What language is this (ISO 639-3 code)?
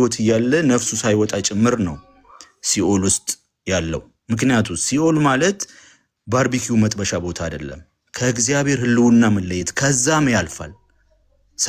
amh